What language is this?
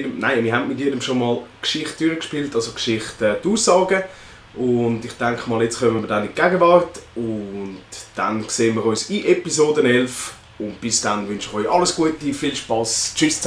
Swiss German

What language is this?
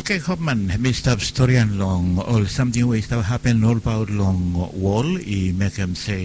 Bislama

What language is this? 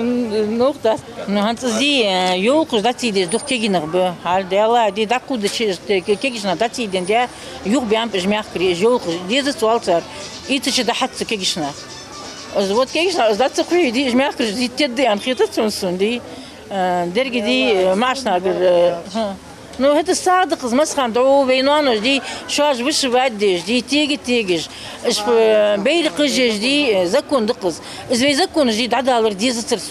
Ingush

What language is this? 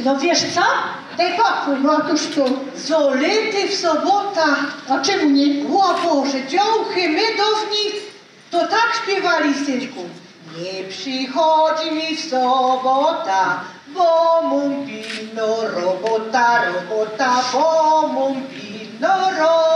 Silesian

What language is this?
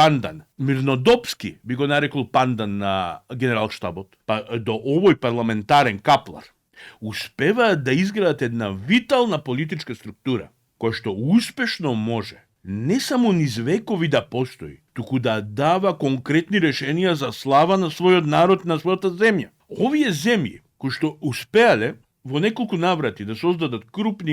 Macedonian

